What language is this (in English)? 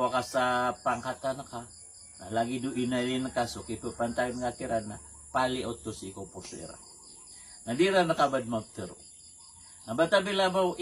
Maranao